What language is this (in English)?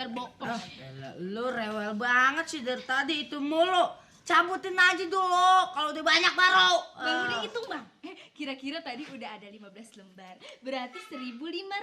Betawi